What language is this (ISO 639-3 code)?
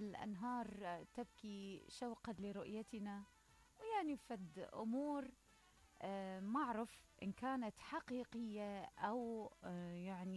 acm